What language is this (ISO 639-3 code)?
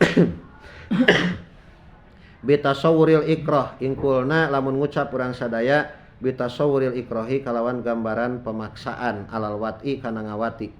sun